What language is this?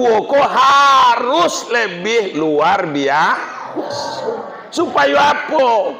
Minangkabau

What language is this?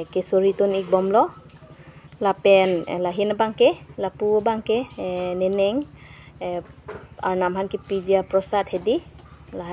Karbi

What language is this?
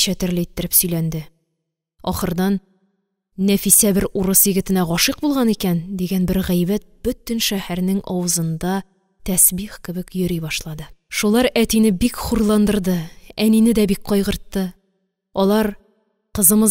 Tatar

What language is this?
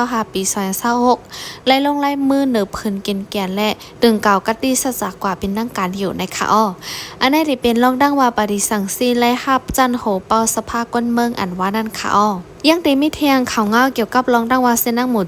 Shan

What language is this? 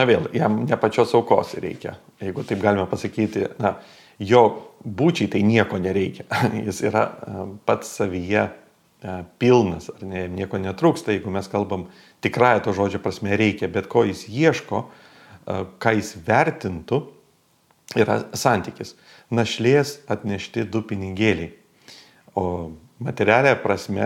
Lithuanian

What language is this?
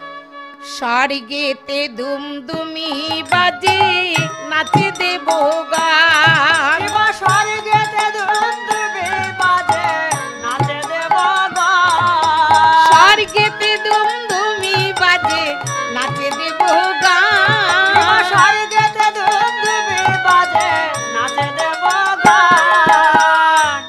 Bangla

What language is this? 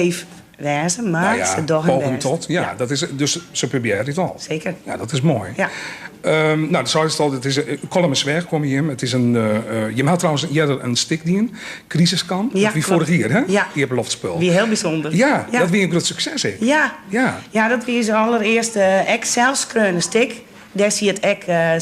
Western Frisian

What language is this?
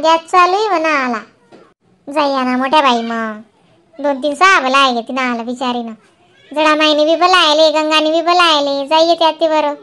Khandesi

